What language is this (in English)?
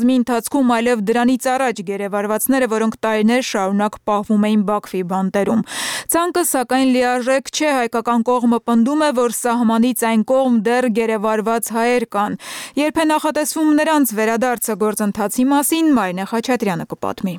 Armenian